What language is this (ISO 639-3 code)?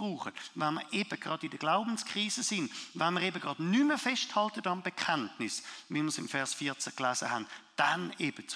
gsw